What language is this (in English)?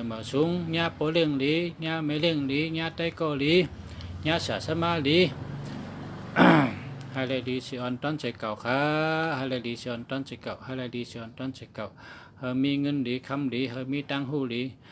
Shan